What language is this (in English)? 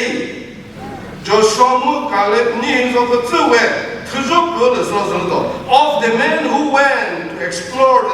Chokri Naga